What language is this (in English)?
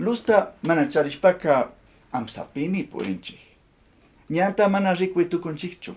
Chimborazo Highland Quichua